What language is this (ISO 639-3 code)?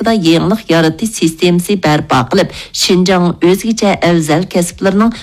uig